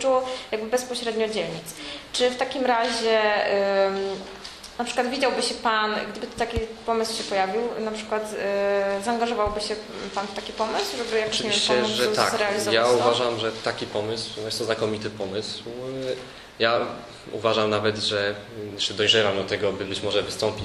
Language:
Polish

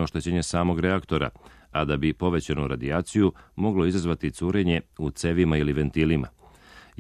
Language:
Serbian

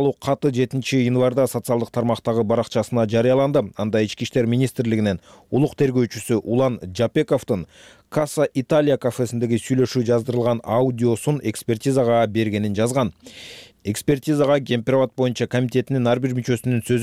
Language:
Kyrgyz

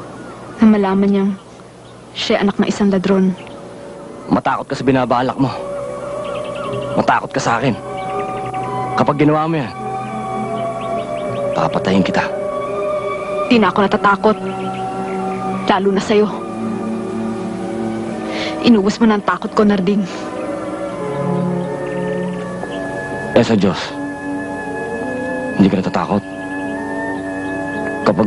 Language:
Filipino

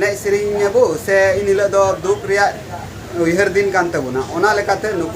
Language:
Santali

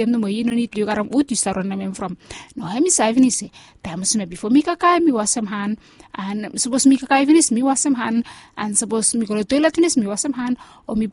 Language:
Bislama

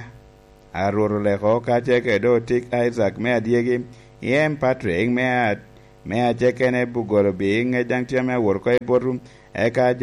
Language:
Lango (Uganda)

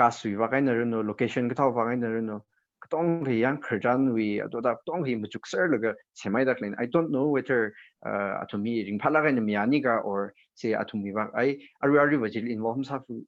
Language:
Tangkhul Naga (India)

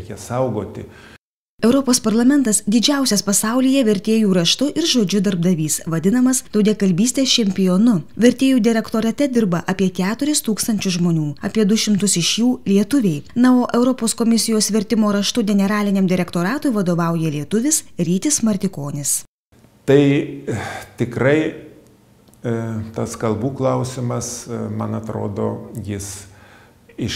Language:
Lithuanian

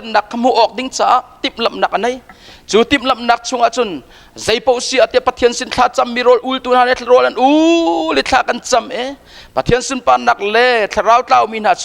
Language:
Hakha Chin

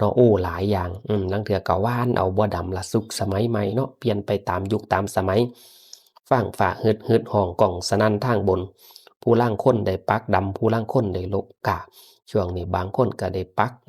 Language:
Northeastern Thai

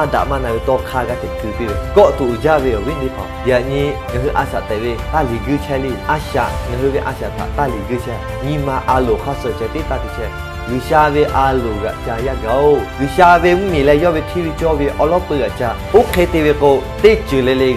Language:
Lahu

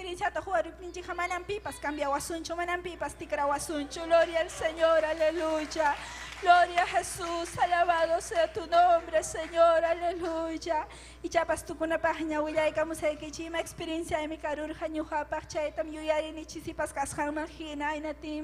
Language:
Ayacucho Quechua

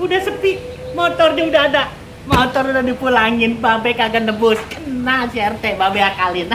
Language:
Betawi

